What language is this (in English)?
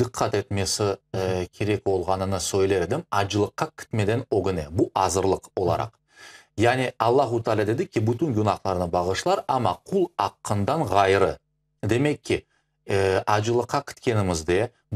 Crimean Tatar